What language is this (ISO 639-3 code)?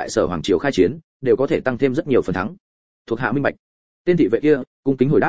vie